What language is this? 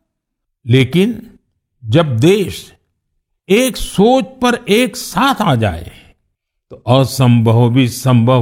Hindi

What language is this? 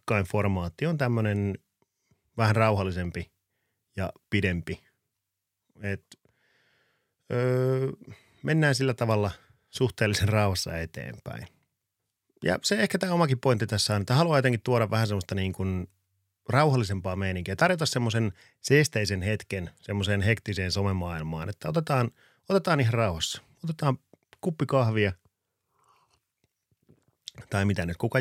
Finnish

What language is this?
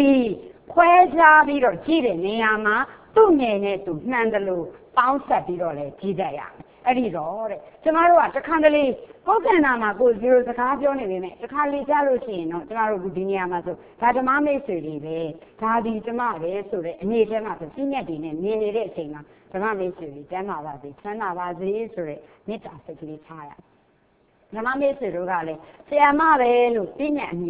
Burmese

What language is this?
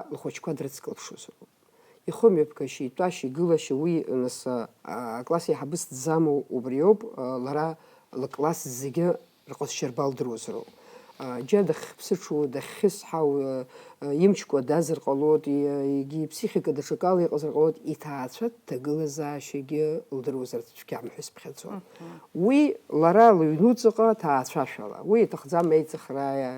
Abkhazian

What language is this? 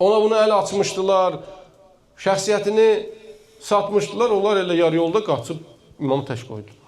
Azerbaijani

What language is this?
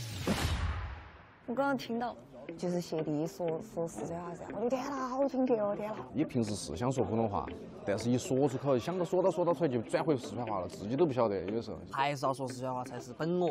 Chinese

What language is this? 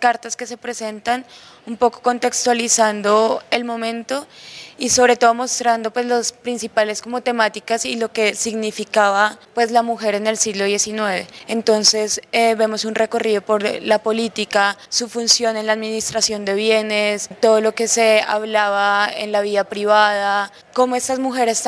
Spanish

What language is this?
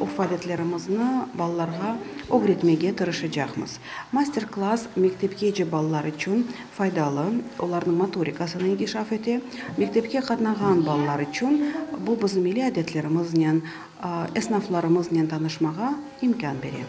Crimean Tatar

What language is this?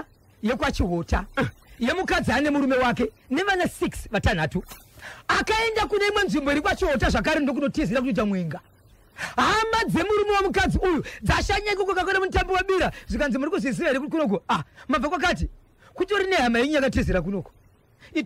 Shona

